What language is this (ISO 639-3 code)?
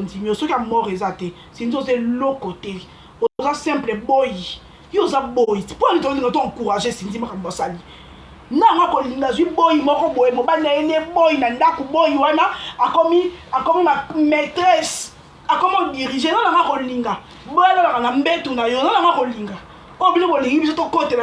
lin